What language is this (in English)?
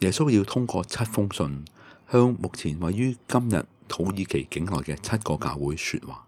Cantonese